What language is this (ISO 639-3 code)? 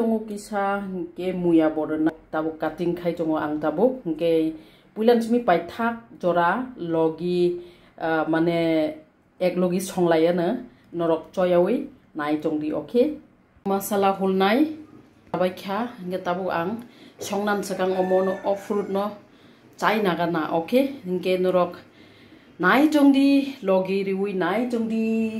trp